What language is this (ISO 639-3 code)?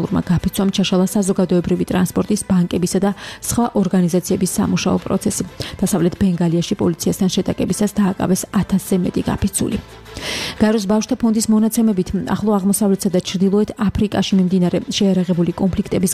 kat